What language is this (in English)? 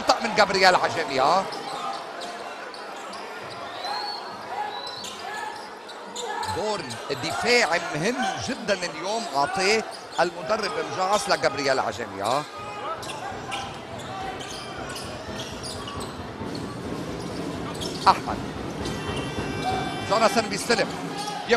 North Levantine Arabic